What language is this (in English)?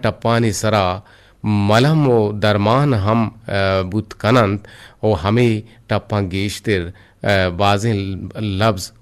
Eastern Balochi